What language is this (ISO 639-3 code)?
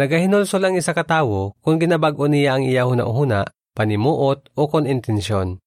hil